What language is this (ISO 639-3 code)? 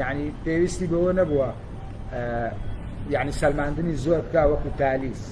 ckb